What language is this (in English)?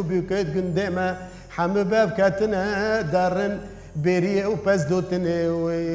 Kurdish